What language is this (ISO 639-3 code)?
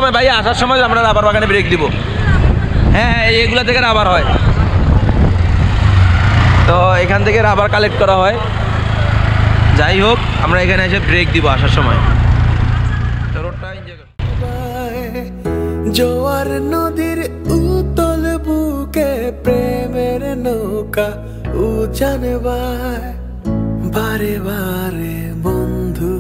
ben